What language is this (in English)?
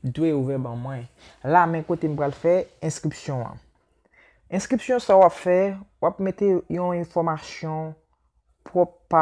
Haitian Creole